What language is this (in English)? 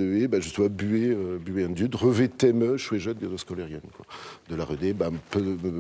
Breton